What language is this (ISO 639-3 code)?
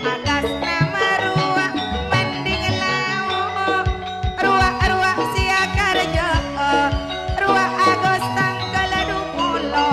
mad